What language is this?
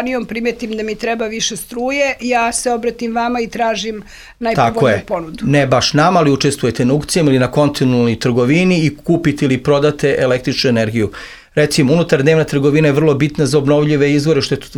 Serbian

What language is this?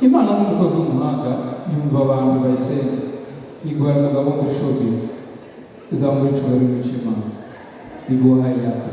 Kinyarwanda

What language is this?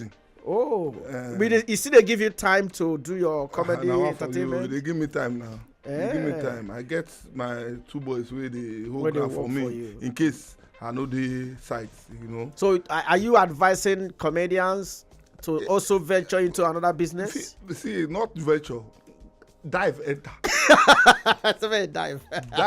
Nigerian Pidgin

